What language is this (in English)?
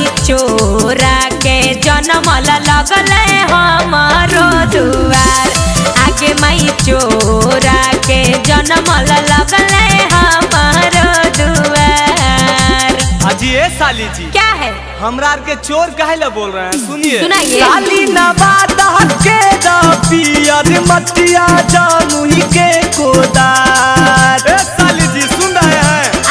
Magahi